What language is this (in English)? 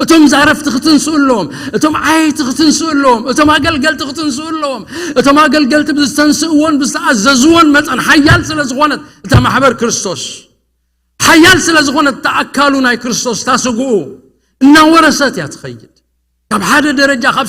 Tigrinya